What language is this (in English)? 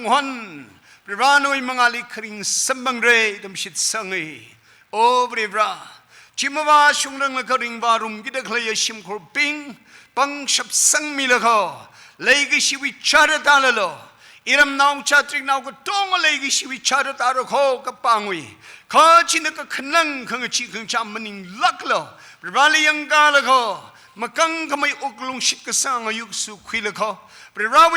Tangkhul Naga (India)